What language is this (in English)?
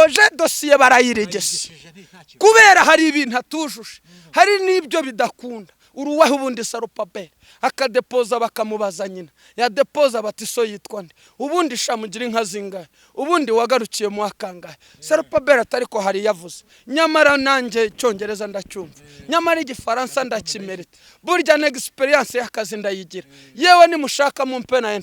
Kinyarwanda